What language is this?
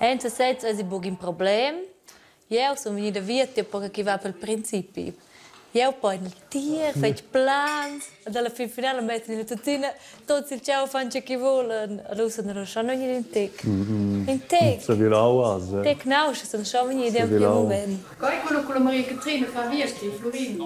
Romansh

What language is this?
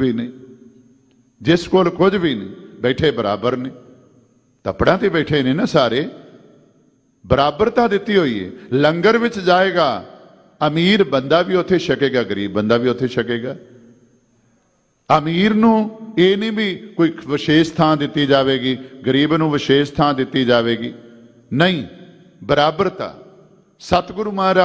Punjabi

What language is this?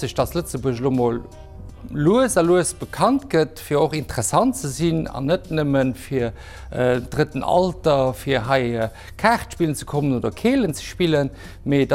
Luxembourgish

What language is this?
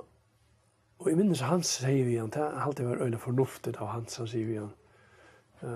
Faroese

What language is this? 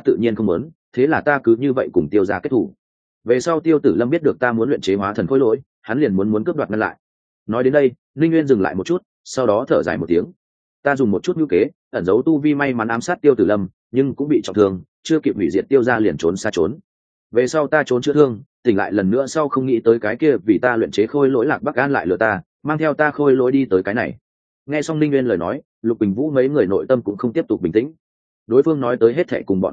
Vietnamese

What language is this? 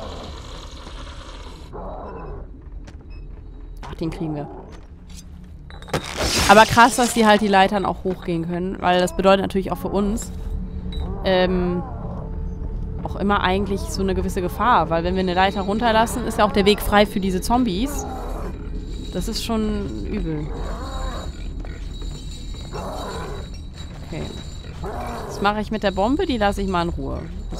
German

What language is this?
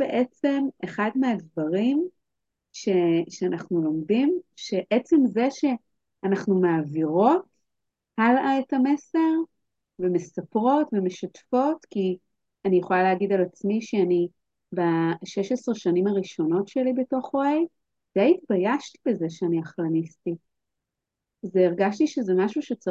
Hebrew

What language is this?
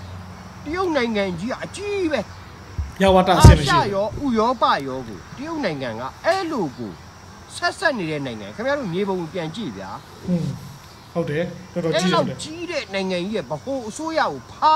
Burmese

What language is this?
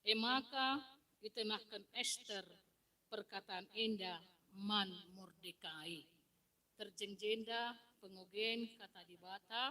Batak Karo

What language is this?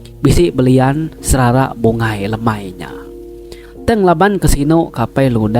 Iban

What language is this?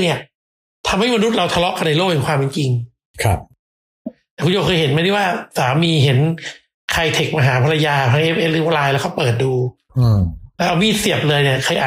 Thai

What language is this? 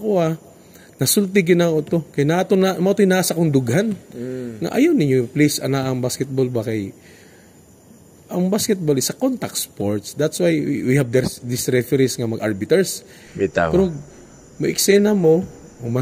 Cebuano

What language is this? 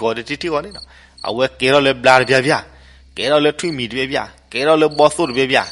S'gaw Karen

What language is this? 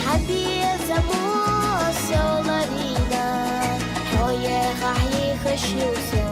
Chechen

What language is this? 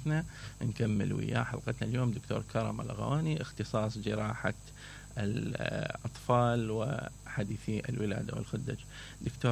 Mesopotamian Arabic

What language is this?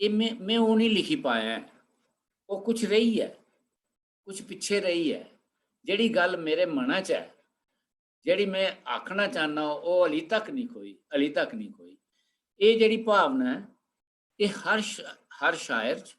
Dogri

